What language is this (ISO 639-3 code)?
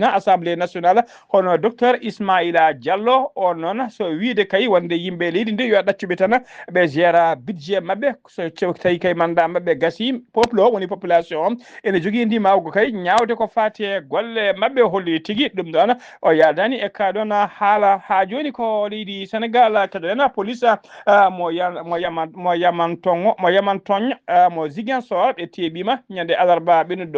ful